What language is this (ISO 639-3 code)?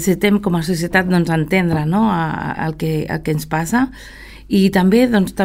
cat